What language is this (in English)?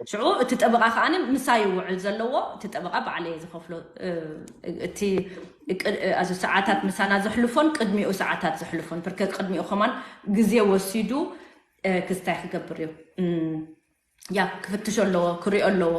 Tigrinya